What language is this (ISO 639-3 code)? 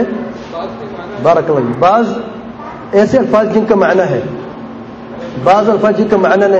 urd